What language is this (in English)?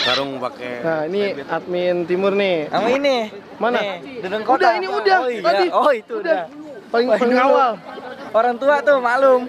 Betawi